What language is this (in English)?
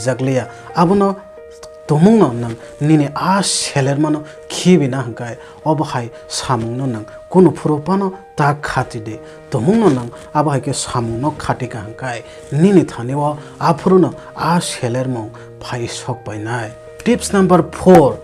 Kok Borok